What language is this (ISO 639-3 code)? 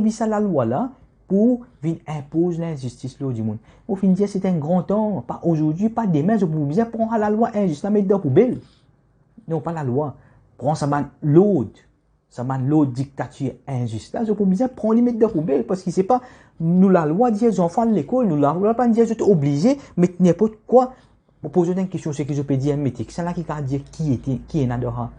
mfe